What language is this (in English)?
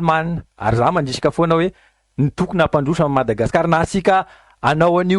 Malagasy